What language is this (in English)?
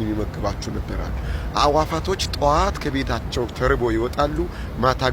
Amharic